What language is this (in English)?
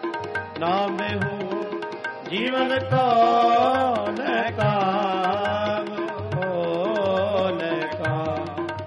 Punjabi